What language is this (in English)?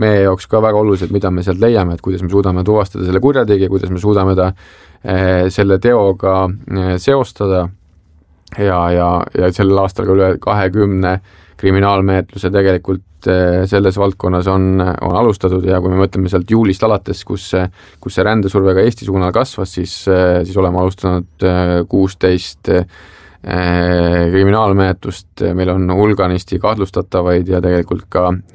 Estonian